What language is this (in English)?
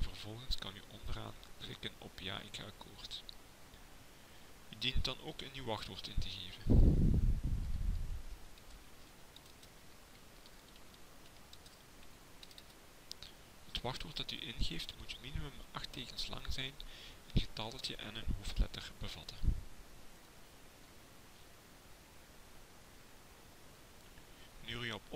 Dutch